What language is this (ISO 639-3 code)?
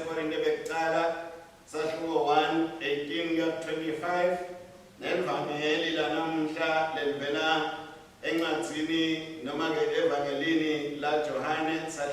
ssw